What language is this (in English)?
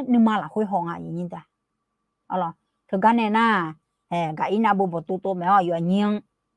Akha